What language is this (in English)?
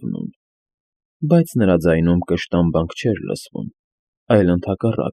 Armenian